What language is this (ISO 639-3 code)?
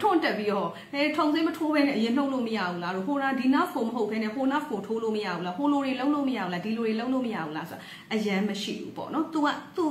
mya